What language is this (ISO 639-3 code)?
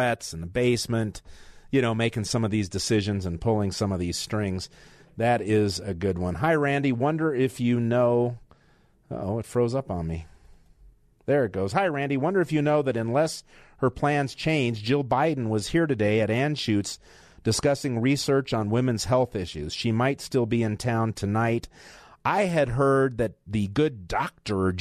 eng